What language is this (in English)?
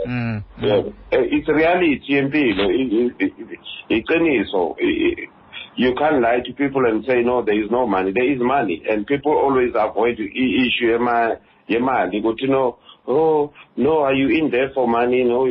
Xhosa